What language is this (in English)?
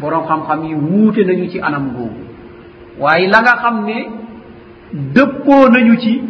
Wolof